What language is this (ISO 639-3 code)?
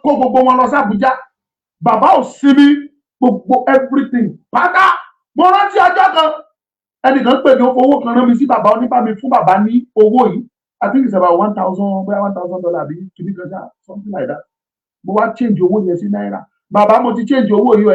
yor